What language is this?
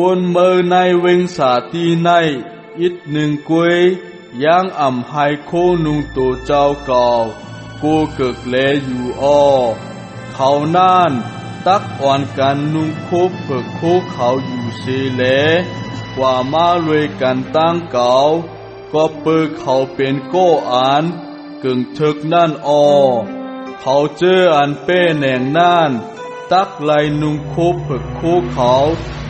Shan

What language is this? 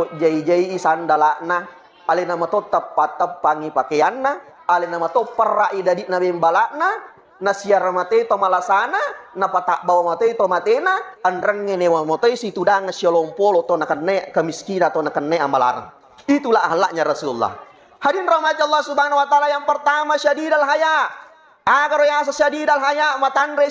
Buginese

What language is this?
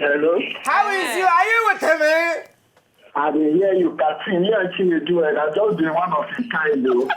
Nigerian Pidgin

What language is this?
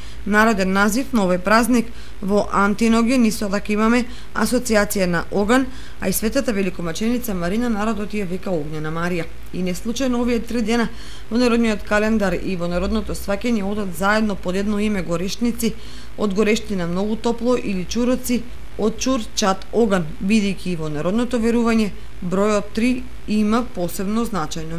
Macedonian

